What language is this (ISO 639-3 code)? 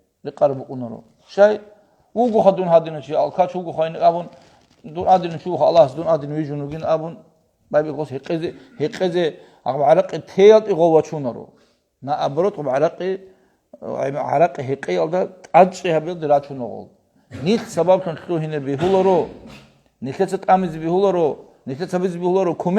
ava